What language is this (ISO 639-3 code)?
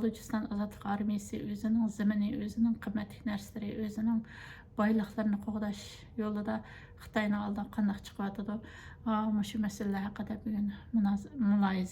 uig